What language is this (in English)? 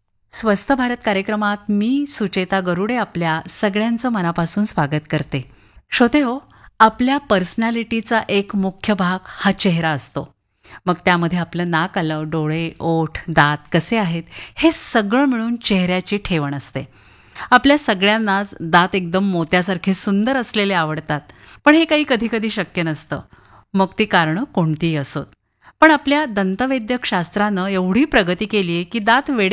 Marathi